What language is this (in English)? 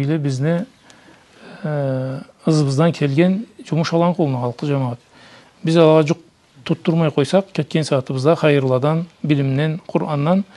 Karachay-Balkar